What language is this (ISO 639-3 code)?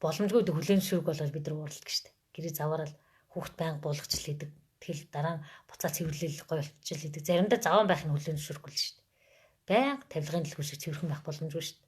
mon